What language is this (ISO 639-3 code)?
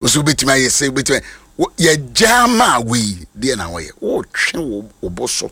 aka